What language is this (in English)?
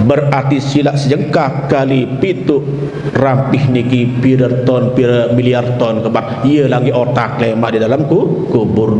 Sasak